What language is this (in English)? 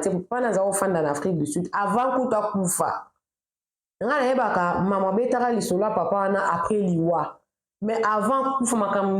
Lingala